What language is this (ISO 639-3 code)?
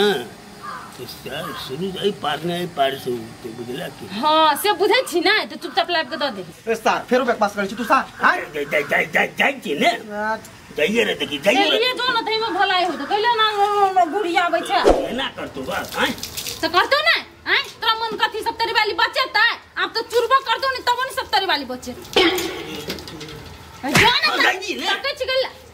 mai